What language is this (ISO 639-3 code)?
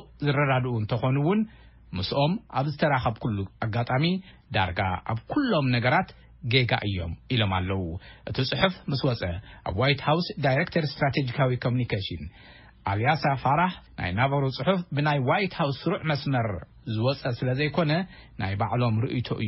tir